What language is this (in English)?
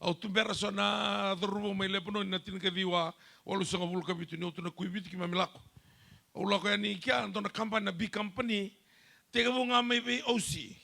Fijian